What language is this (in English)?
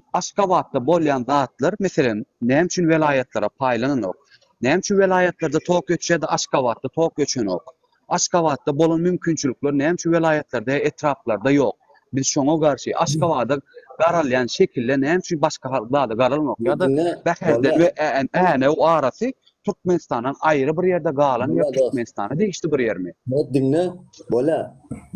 Turkmen